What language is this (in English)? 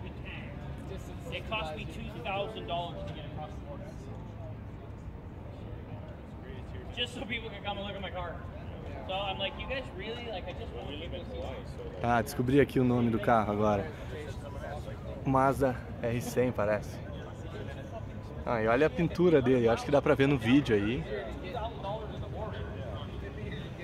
Portuguese